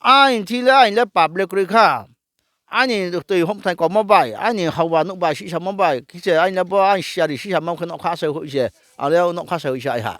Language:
Riang (India)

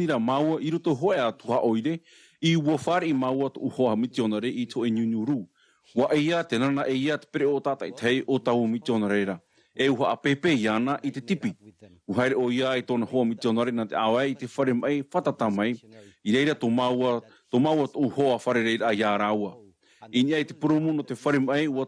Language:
Tahitian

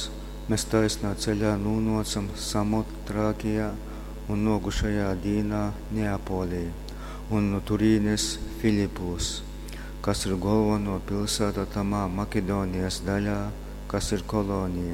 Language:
Latgalian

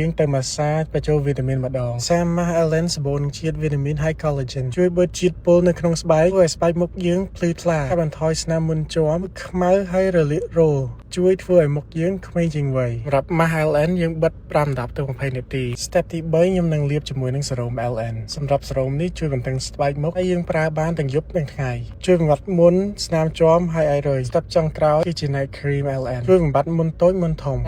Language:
Khmer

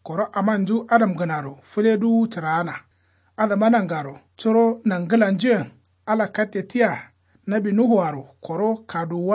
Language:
Kanuri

